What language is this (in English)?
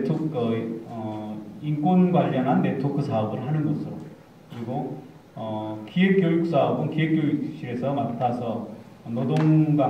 Korean